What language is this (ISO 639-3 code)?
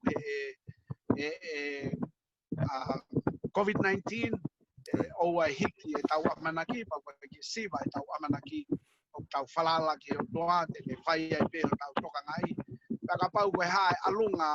ton